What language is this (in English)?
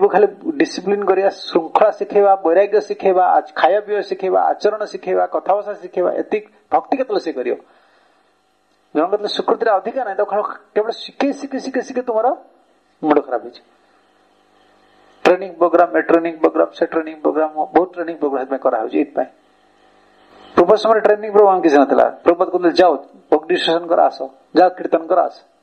Odia